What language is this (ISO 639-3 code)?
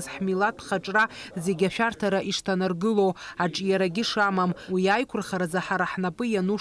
abk